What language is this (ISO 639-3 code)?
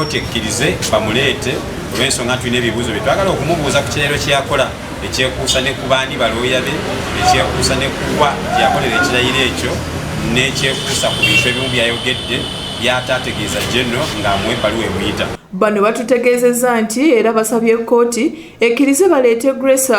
lug